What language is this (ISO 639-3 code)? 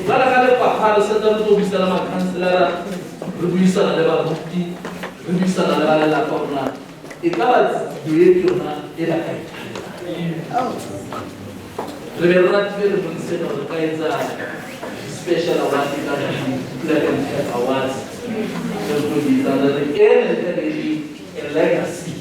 sot